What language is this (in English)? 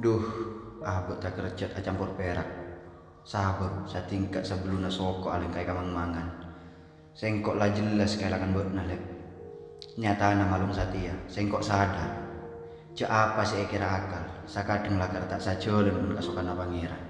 Madurese